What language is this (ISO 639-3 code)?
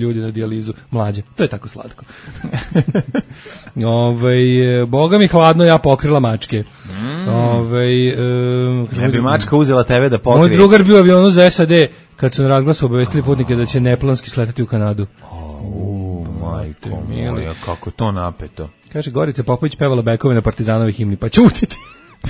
srp